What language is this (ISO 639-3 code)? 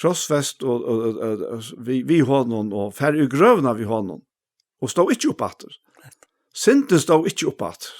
fao